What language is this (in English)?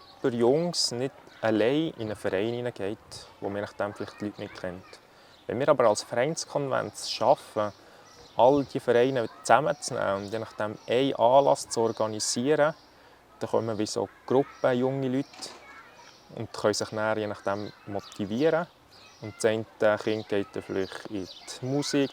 Swiss German